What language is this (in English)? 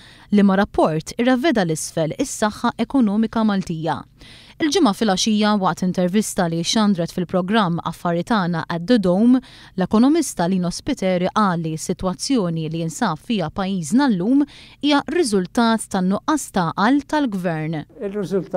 Maltese